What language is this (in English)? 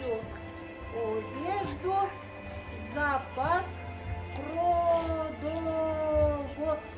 Chuvash